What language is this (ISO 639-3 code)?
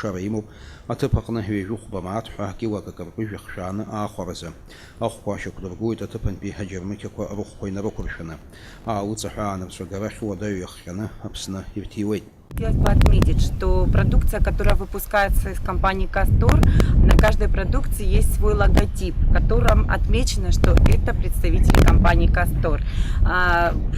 abk